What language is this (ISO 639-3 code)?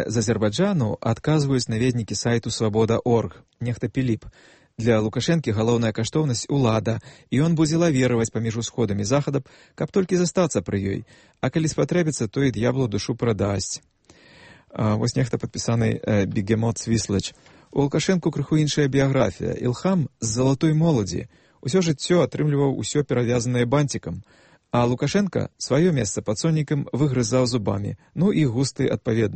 bel